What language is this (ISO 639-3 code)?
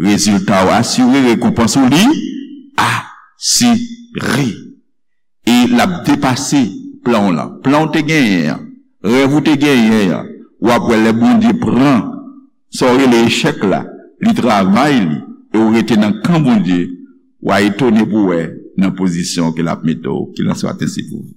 hat